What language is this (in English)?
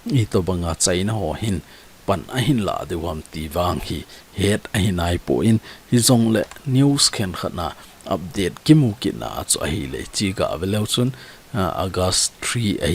Thado Chin